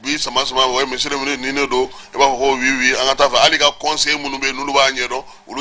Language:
Bambara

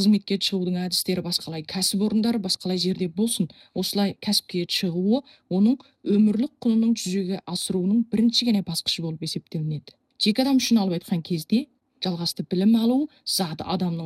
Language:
Kazakh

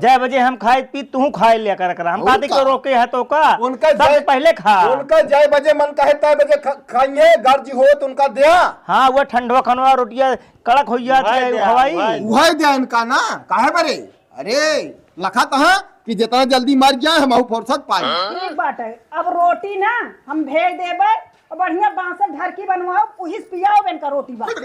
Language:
Awadhi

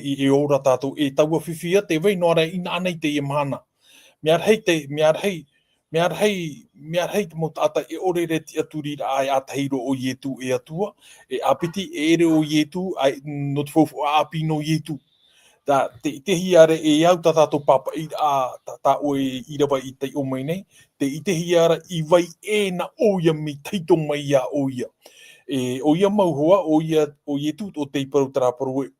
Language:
Tahitian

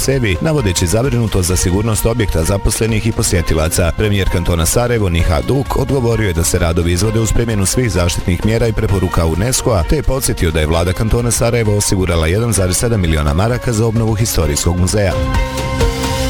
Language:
Bosnian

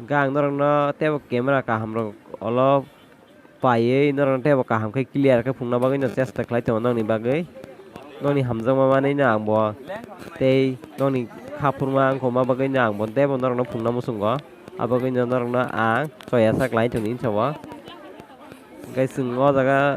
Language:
Kok Borok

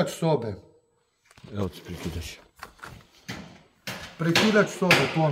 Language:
Croatian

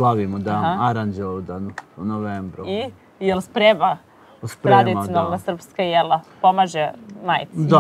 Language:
Serbian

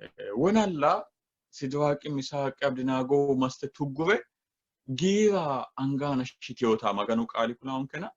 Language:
Sidamo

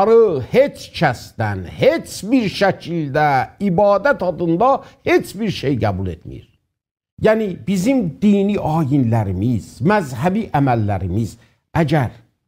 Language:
South Azerbaijani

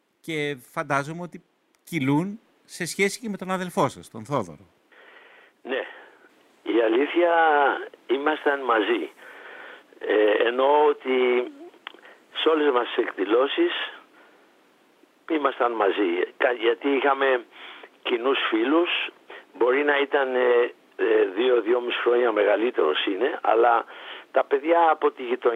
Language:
Greek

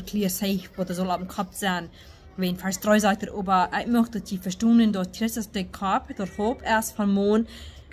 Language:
Plautdietsch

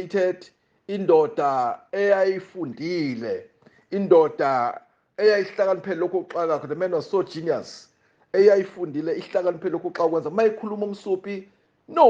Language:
Zulu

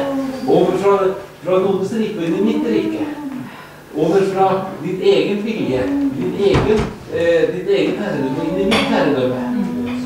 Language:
Norwegian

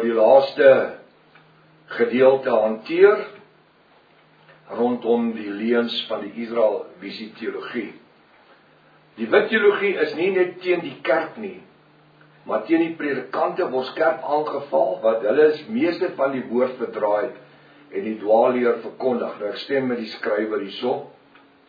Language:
Afrikaans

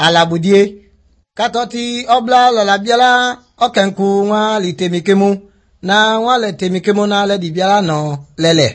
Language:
Slovenian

